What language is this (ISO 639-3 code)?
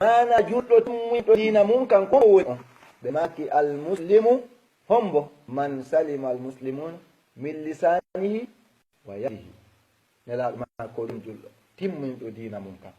ful